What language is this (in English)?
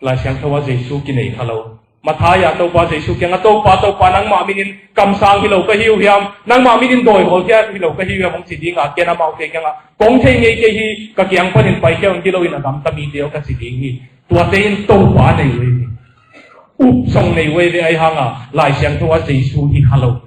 Tedim Chin